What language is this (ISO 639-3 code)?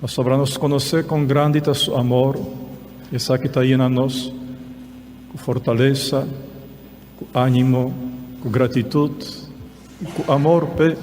pap